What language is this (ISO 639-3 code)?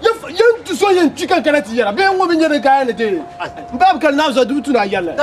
dag